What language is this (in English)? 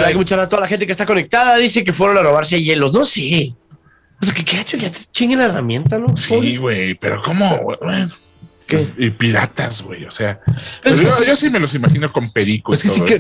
Spanish